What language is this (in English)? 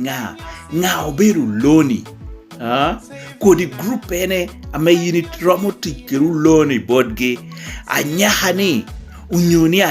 Lango (Uganda)